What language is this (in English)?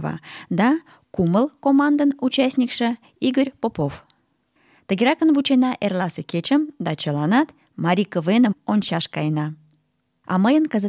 Mari